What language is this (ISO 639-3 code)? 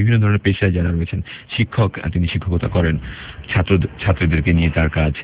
ben